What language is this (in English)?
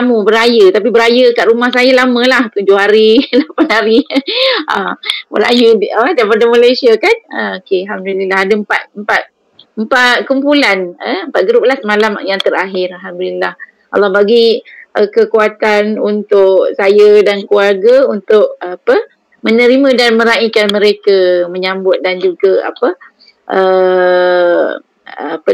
Malay